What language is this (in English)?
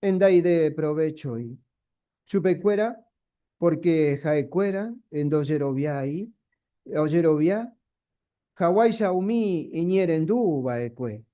Guarani